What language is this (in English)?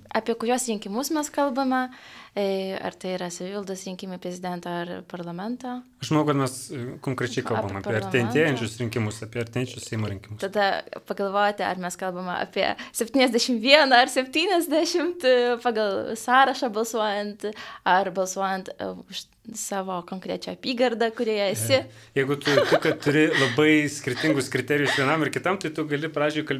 Lithuanian